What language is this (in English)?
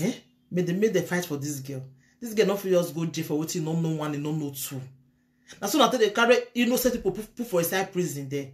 Nigerian Pidgin